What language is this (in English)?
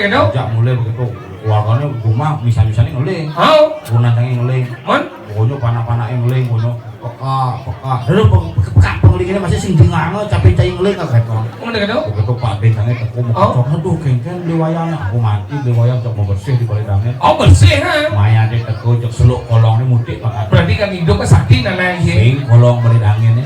Balinese